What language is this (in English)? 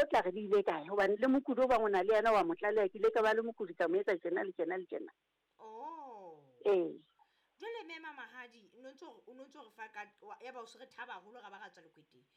Southern Sotho